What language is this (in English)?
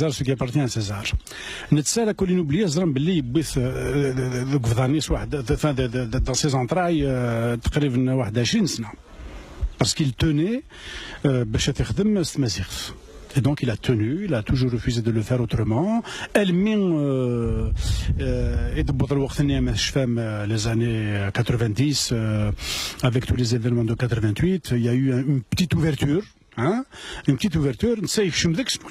Kabyle